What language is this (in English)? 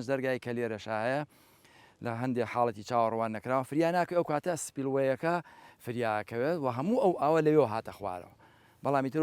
Central Kurdish